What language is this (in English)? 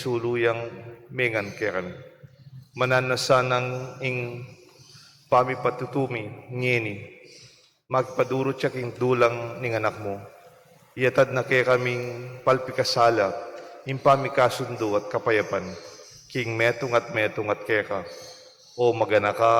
Pampanga